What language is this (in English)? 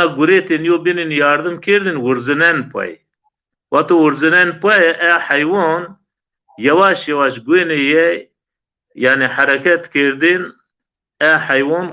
Zaza